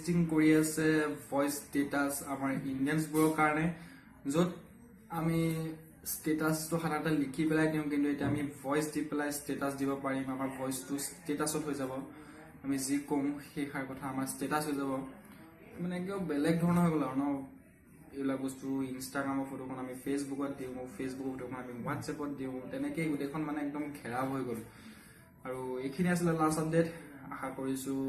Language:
Assamese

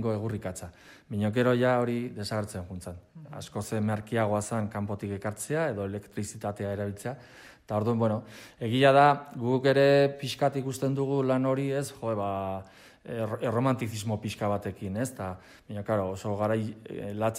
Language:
Basque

